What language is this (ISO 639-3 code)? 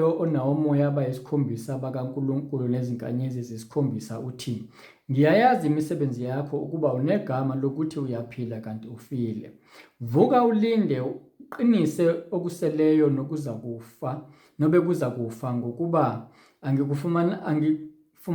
zul